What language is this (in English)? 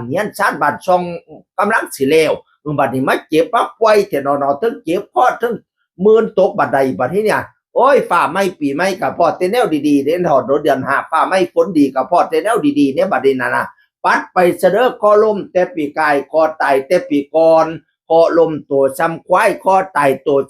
Northeastern Thai